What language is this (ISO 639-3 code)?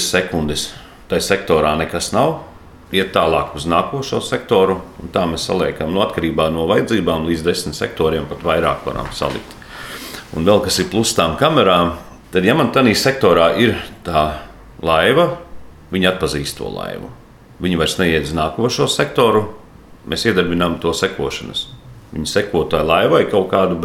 lav